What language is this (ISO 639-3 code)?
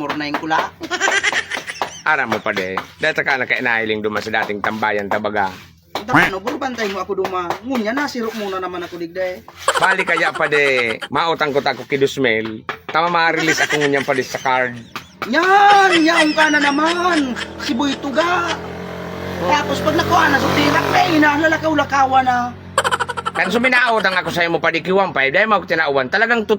bik